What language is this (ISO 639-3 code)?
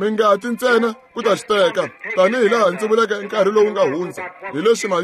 tso